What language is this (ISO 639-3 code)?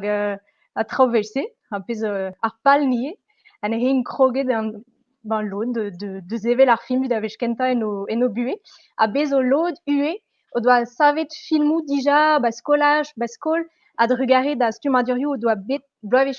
bre